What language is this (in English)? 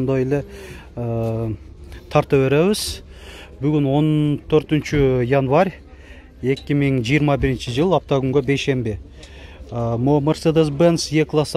Kyrgyz